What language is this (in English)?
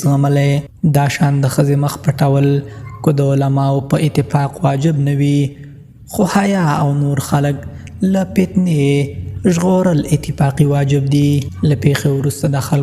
Pashto